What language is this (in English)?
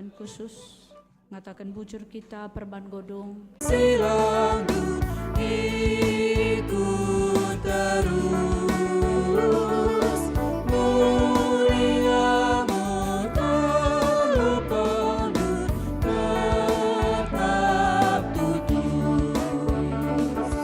Batak Karo